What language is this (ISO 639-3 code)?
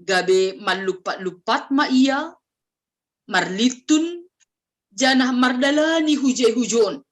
bts